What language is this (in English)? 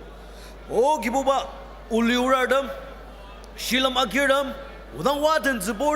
Ao Naga